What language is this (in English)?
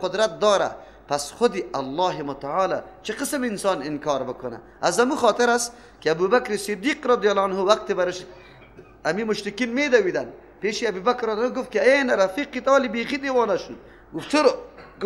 Persian